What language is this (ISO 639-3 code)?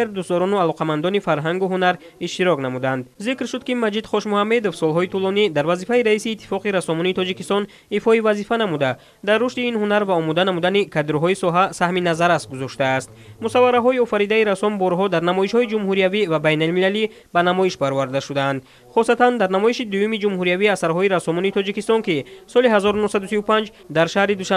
tgk